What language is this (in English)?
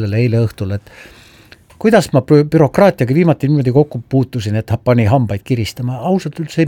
Estonian